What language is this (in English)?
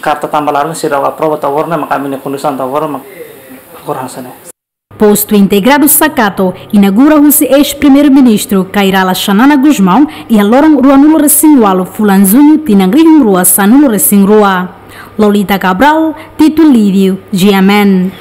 Tetum